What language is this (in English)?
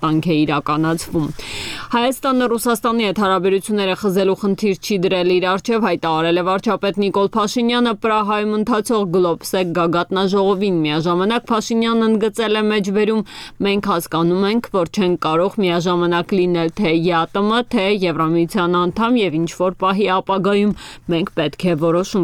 Armenian